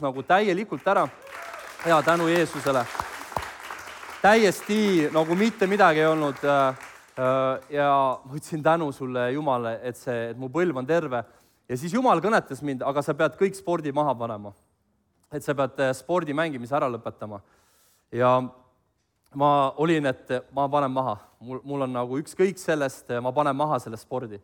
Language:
Estonian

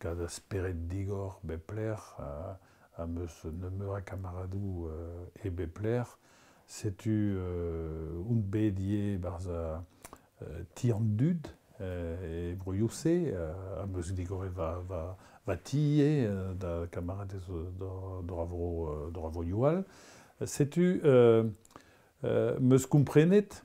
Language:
Breton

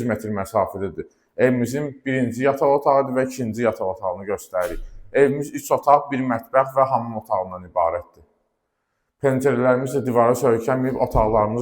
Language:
Azerbaijani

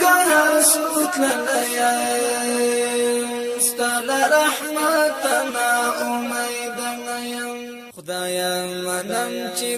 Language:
Pashto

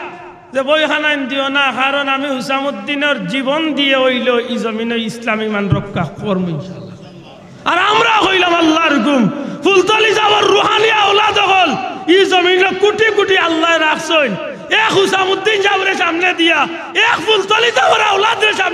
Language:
Sylheti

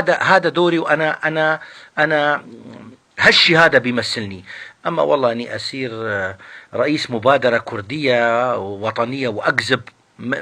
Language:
North Levantine Arabic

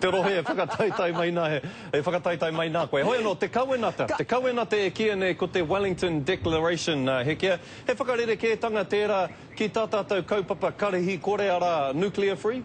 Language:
Māori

